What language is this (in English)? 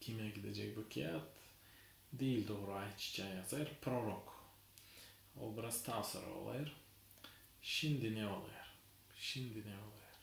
Gagauz